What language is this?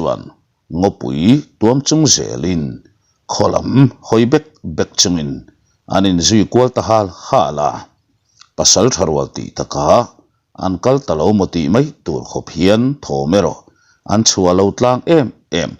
Mizo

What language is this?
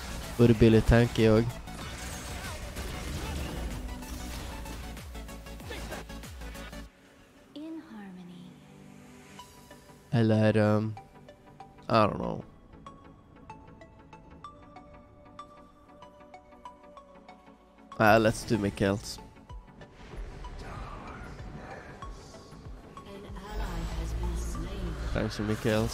Norwegian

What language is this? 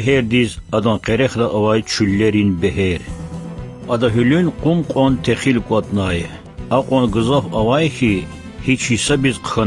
Lezghian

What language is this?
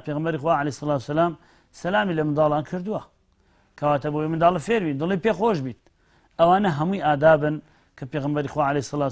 Central Kurdish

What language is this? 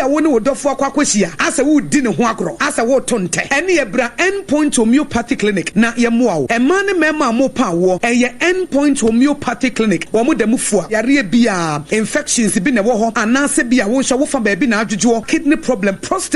Akan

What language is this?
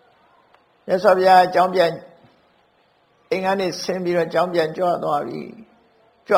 Burmese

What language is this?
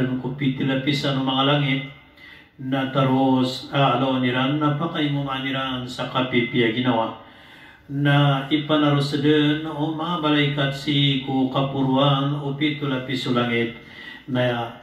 Maranao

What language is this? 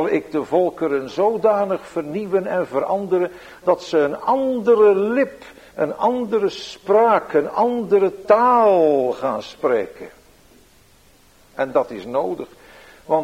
Dutch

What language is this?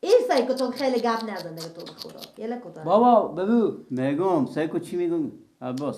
Persian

